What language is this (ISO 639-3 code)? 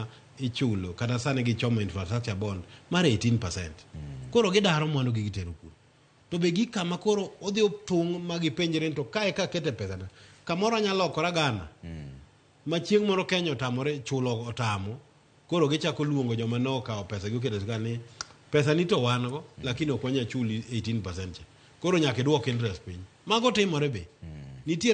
luo